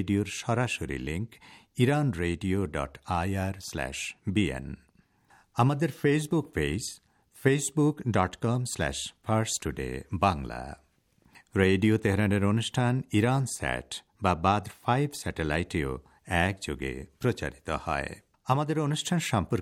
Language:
Bangla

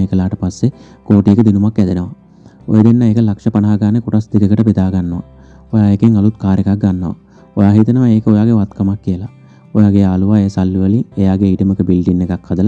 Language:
Sinhala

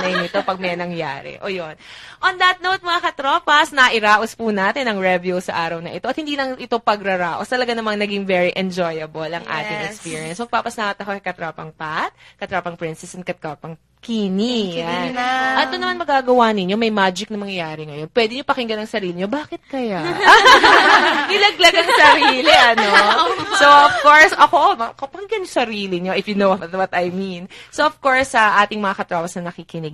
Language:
Filipino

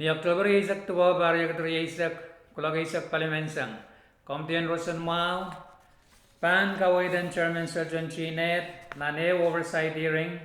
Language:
Pohnpeian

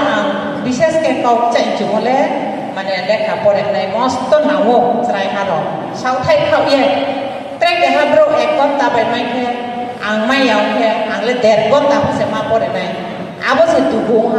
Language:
Riang (India)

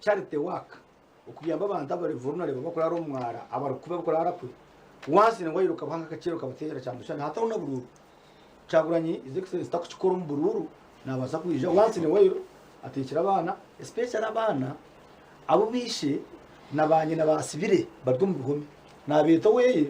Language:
Nyankole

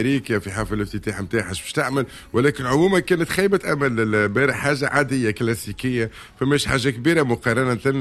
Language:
Tunisian Arabic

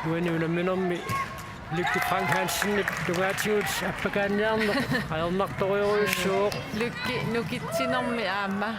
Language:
Kalaallisut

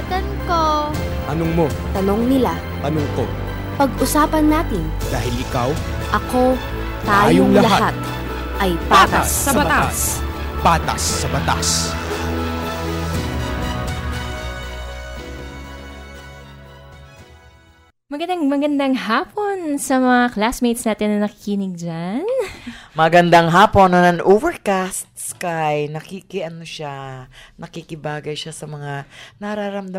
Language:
Filipino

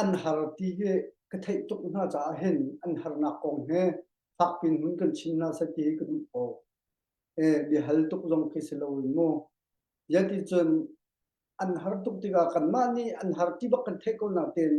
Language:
Hakha Chin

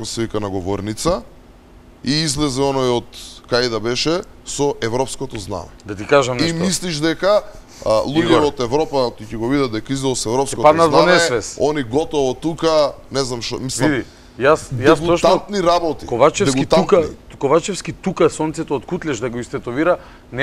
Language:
Macedonian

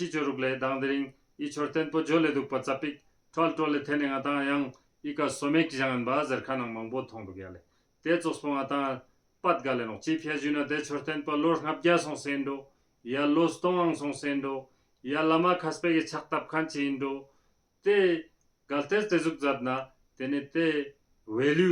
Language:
Ladakhi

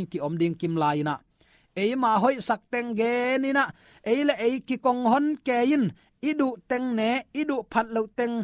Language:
Tedim Chin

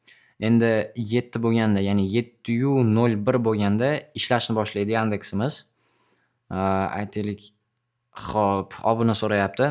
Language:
Uzbek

